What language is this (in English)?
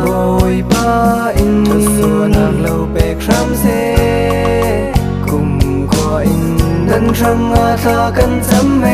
Falam Chin